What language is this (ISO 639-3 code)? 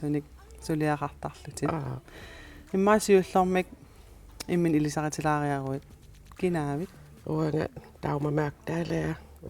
kal